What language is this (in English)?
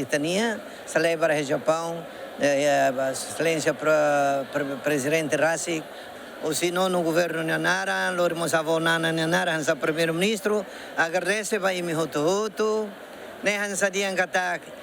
Tetum